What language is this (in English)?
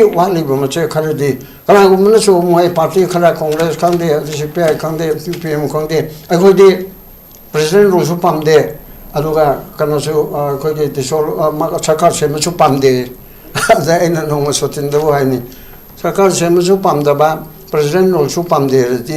Manipuri